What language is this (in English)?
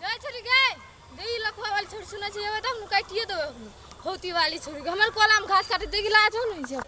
Maithili